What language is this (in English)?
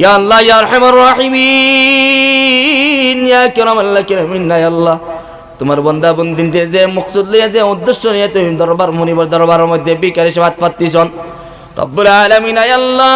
Sylheti